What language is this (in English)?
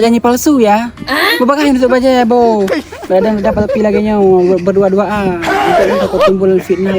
Achinese